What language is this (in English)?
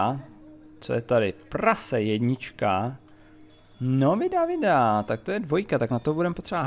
Czech